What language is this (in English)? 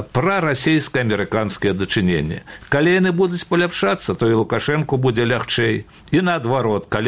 Belarusian